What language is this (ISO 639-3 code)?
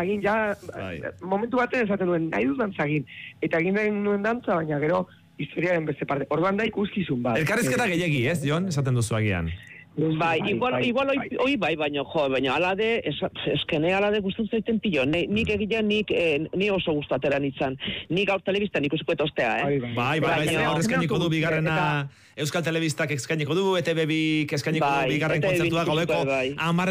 eus